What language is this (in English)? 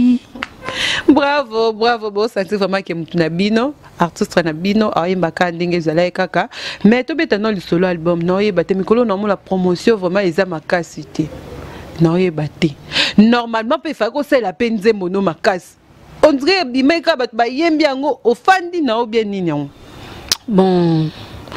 Lingala